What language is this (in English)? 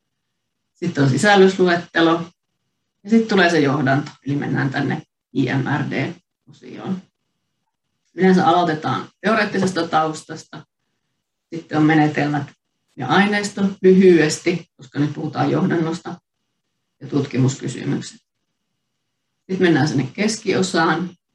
Finnish